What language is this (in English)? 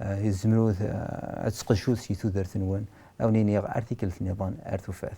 Kabyle